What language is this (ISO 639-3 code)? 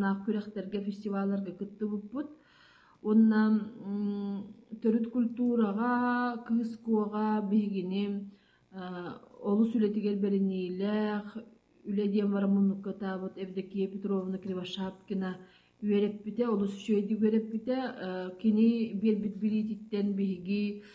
sah